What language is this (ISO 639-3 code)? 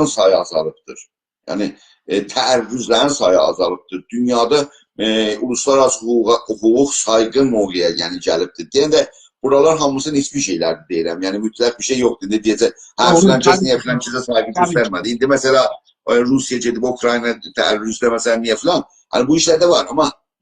azb